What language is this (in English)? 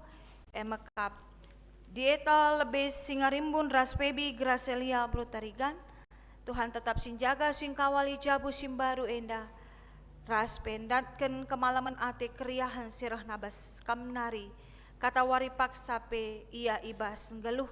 Batak Karo